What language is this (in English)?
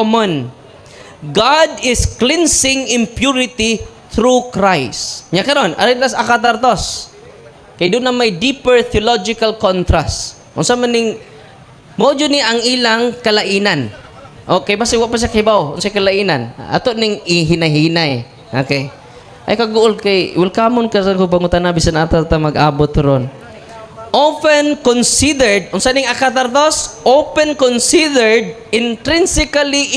Cebuano